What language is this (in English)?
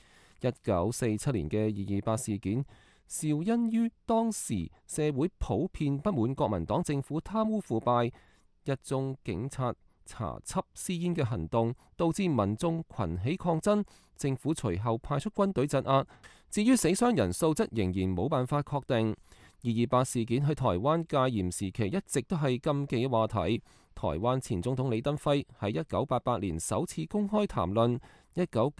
Cantonese